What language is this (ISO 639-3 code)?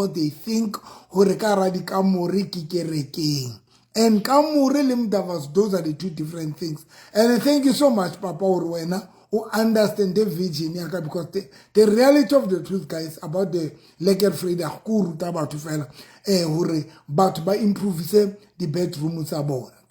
sot